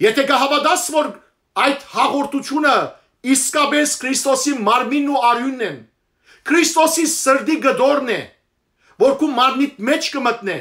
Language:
Western Armenian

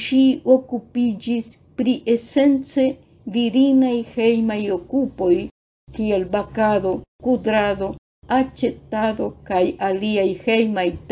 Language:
Esperanto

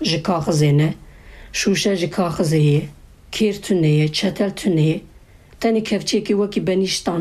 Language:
Kurdish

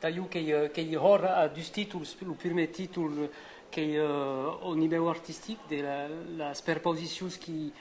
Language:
Occitan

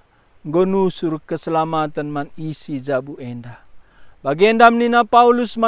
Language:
Batak Karo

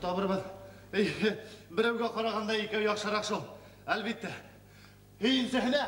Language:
Bashkir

